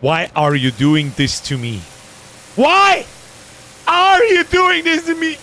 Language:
Bavarian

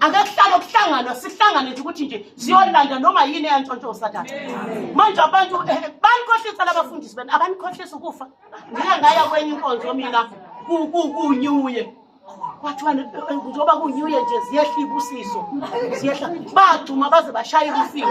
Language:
Zulu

